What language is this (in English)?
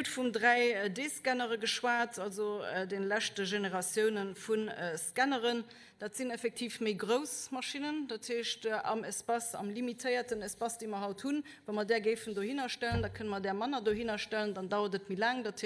Luxembourgish